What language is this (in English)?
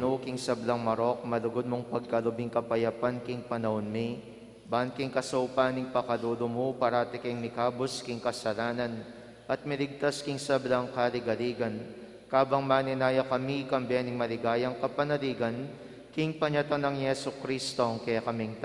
Pampanga